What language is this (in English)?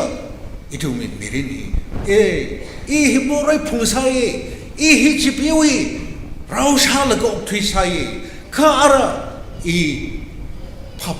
Tangkhul Naga (India)